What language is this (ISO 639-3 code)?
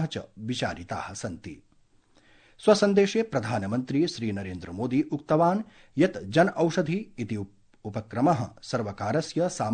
san